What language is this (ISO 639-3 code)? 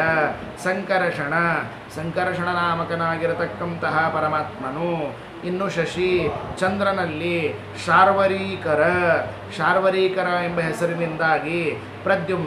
kan